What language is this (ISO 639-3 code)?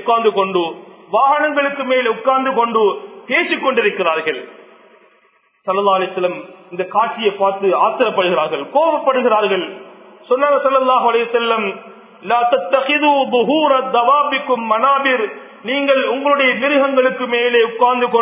tam